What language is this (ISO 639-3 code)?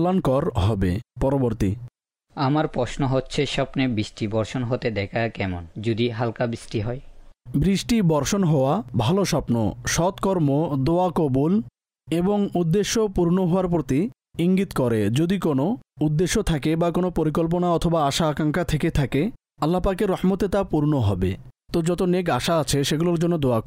ben